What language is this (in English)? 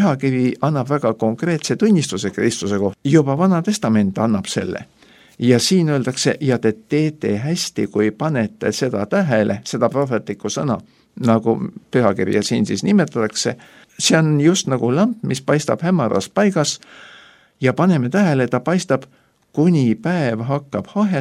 Estonian